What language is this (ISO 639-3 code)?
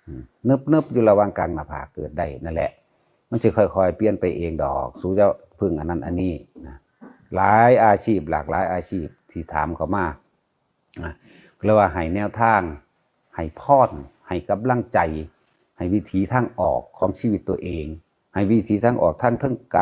tts